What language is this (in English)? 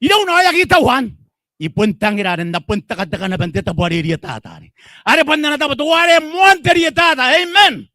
Gilbertese